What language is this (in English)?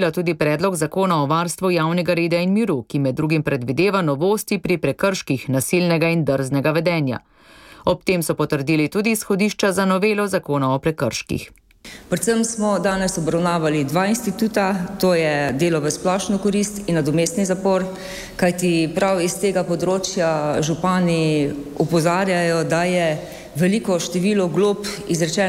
Slovenian